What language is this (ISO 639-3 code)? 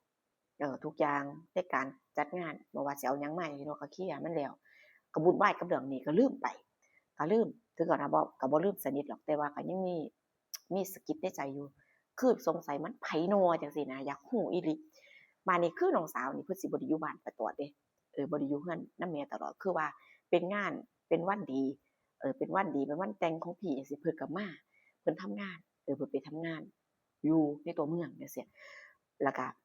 tts